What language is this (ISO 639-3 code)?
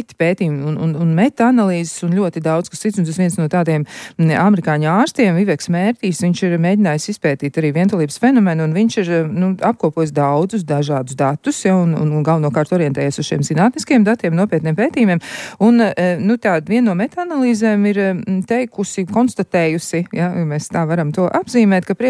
lav